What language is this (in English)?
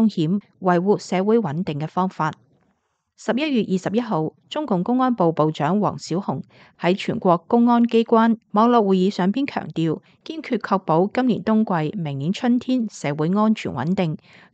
Cantonese